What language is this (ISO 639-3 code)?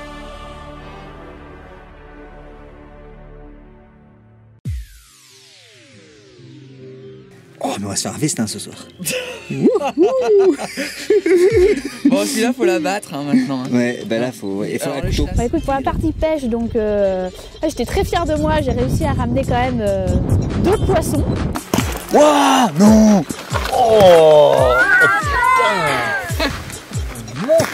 fra